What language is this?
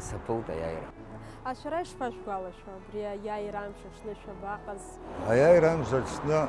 Abkhazian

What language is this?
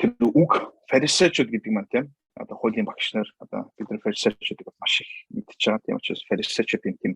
Mongolian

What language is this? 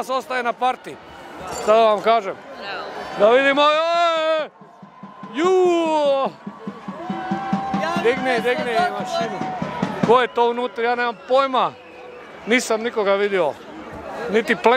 Croatian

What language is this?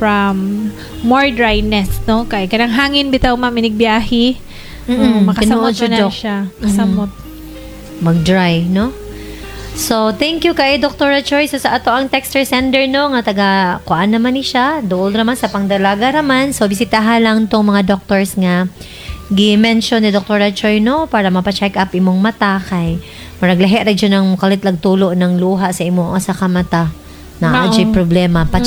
Cebuano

